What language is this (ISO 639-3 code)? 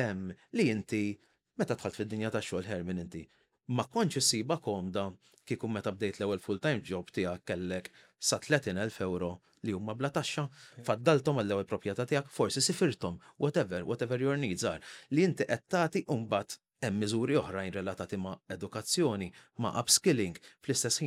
mlt